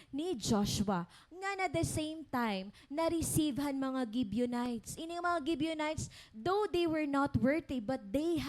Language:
Waray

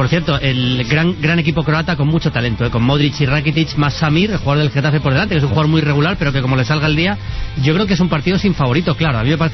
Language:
Spanish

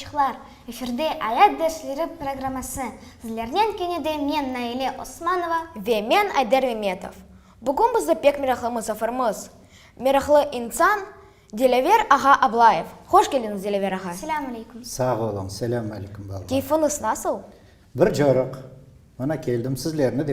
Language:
Crimean Tatar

